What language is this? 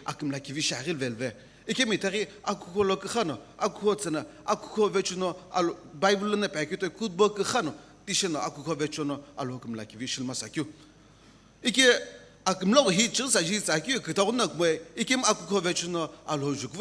Sumi Naga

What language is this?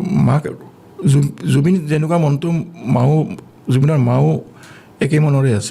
Assamese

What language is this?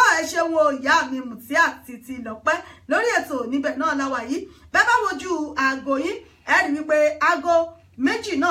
Yoruba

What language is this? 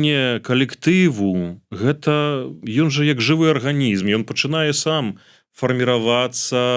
Belarusian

